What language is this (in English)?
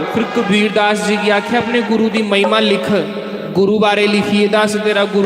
Dogri